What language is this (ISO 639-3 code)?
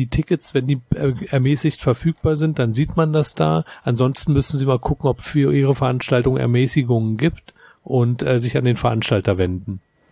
deu